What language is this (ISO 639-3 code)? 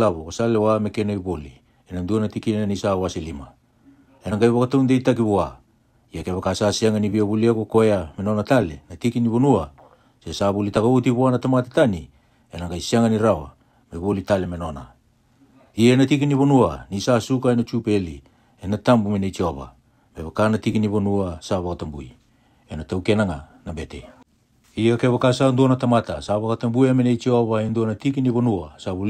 fij